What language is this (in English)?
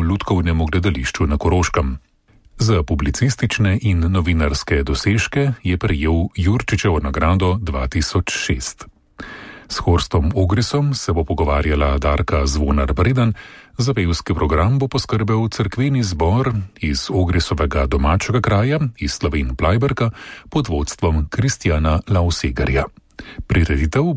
Slovenian